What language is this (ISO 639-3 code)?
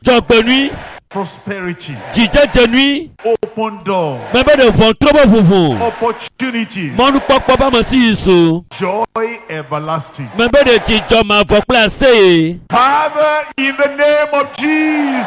ewe